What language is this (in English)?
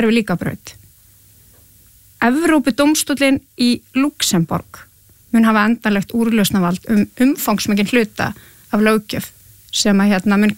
Icelandic